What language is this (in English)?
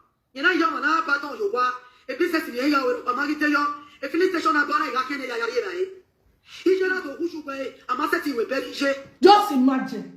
Nigerian Pidgin